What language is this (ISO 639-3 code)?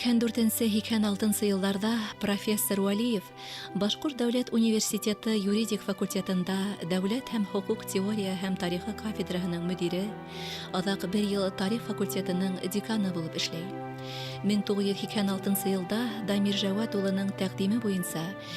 bak